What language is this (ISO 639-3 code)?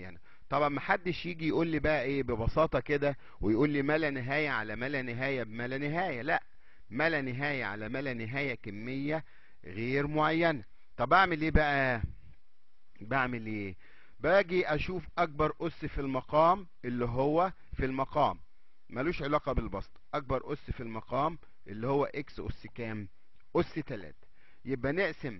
arz